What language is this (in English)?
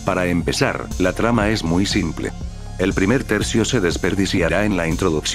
Spanish